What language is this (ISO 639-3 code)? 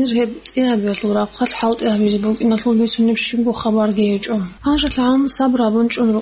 ava